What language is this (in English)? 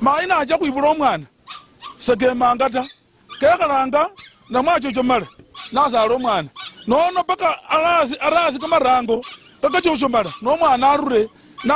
Luyia